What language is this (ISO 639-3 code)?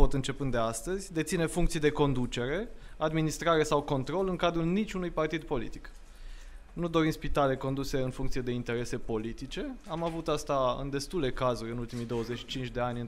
ron